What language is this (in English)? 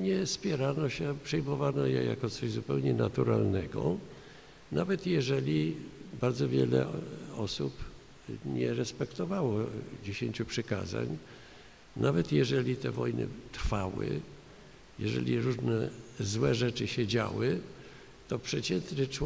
Polish